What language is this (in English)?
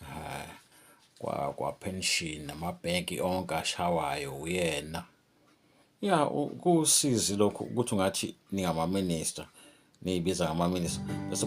Zulu